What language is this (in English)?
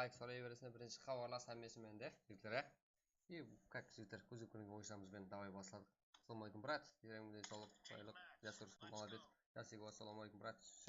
Kara-Kalpak